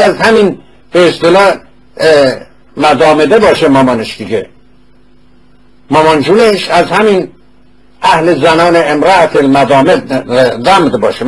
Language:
Persian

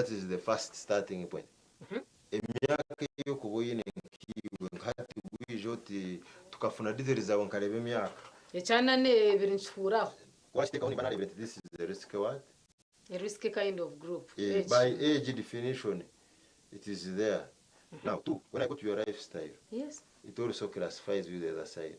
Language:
Nyankole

